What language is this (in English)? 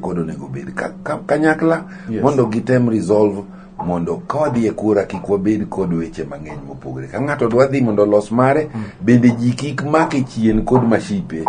Luo (Kenya and Tanzania)